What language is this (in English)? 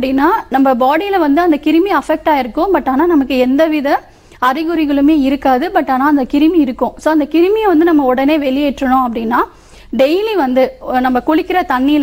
Tamil